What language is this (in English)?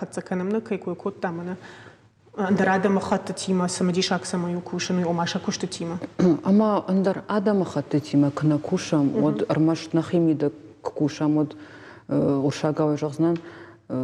Ossetic